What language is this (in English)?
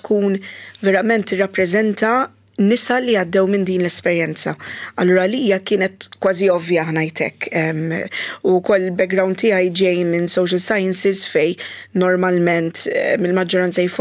Maltese